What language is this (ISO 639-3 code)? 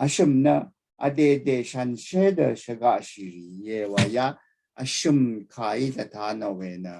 raw